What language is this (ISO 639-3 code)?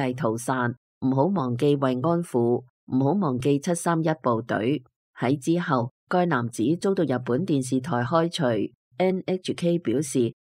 yue